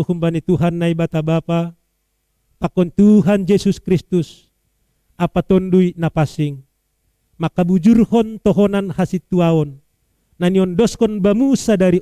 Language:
Batak Simalungun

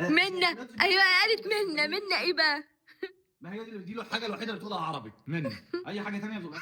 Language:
Egyptian Arabic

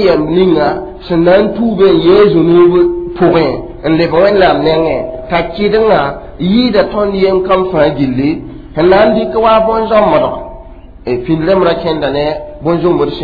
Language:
Mossi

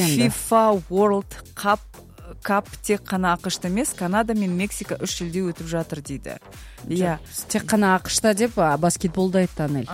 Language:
Kazakh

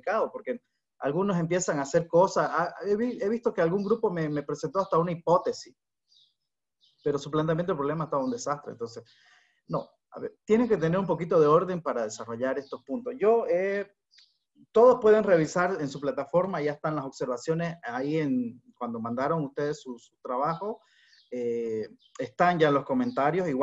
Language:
Spanish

